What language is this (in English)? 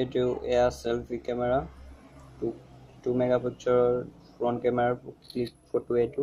Assamese